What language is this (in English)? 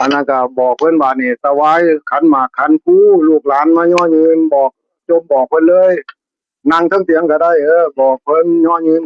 Northeastern Thai